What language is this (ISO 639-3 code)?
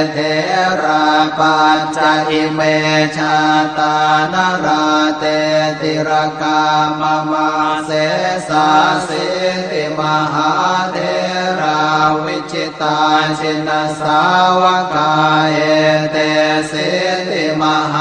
pli